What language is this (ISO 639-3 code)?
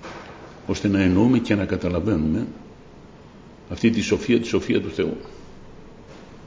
ell